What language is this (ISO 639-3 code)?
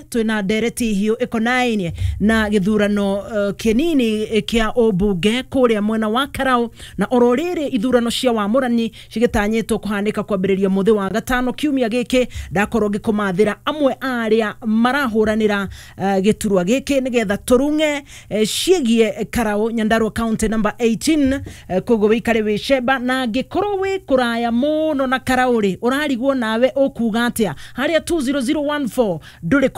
kik